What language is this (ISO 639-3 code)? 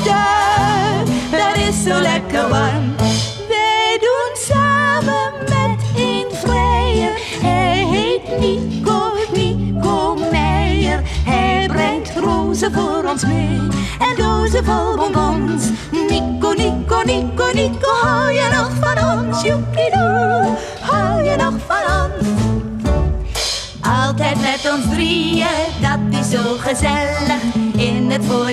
nld